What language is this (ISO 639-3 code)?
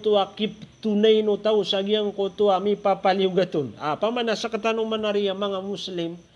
mrw